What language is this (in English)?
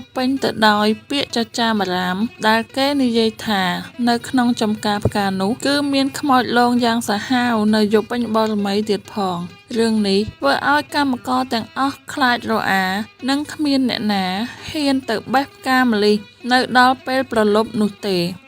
Khmer